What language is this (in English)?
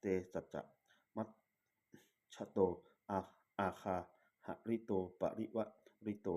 Pali